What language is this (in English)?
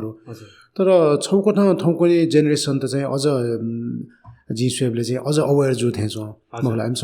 Newari